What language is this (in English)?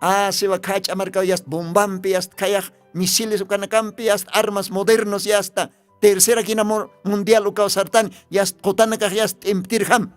Aymara